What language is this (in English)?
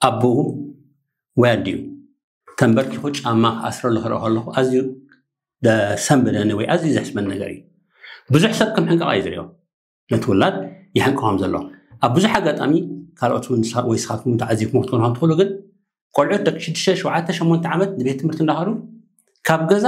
Tigrinya